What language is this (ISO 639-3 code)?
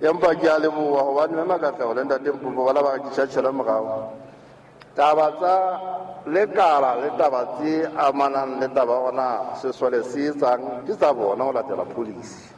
sot